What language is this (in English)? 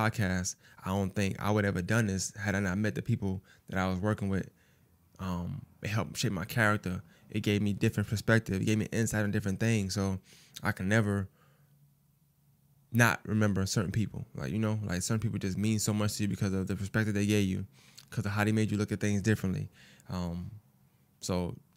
English